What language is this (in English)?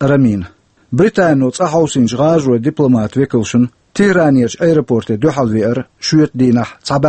Chechen